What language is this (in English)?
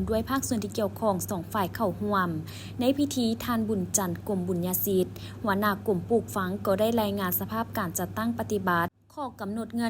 Lao